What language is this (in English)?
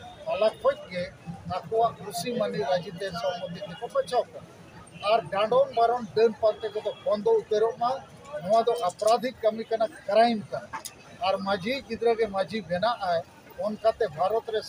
Santali